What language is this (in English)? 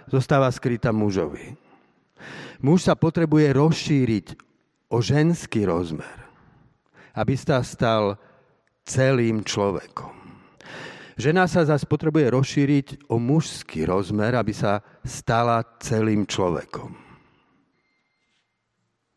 Slovak